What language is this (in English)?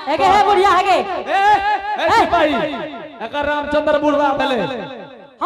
Angika